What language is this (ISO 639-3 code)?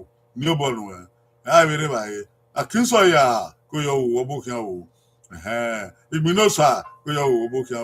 bin